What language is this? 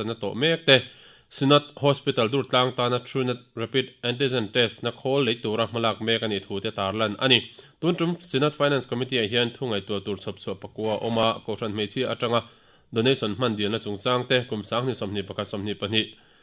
Mizo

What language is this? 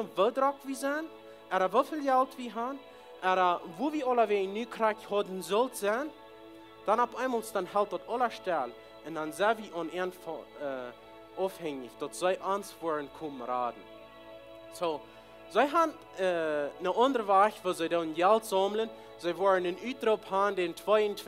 Plautdietsch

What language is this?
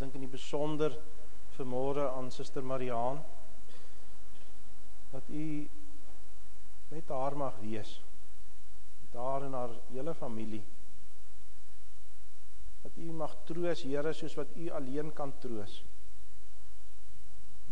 Afrikaans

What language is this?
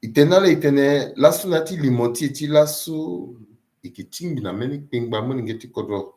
Sango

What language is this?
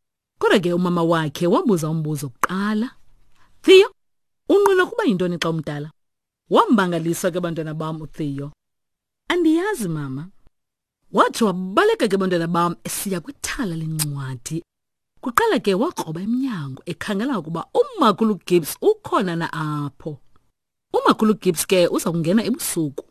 Xhosa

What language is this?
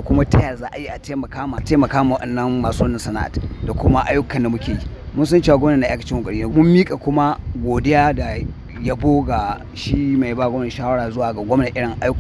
Hausa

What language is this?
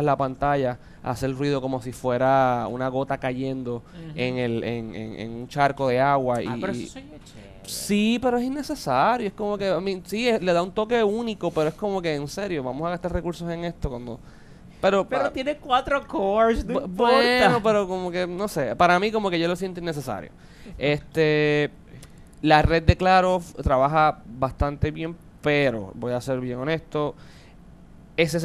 Spanish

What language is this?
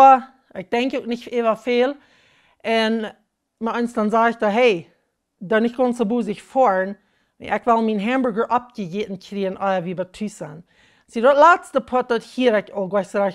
Plautdietsch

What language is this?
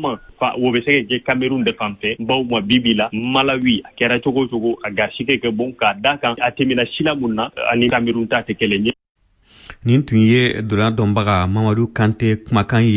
Bambara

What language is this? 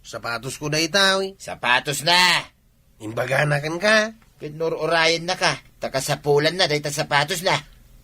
Iloko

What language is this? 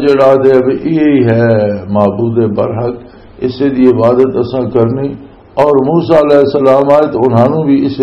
Western Panjabi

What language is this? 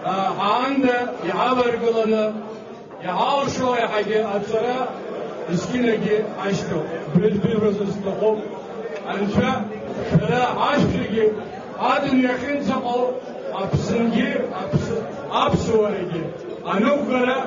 Abkhazian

